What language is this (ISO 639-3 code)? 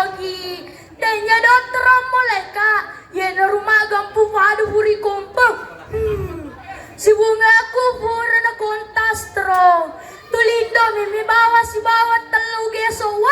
bug